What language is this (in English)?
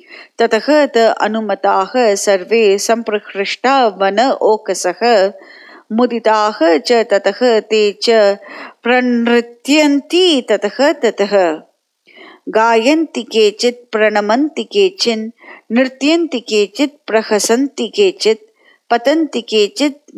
Sanskrit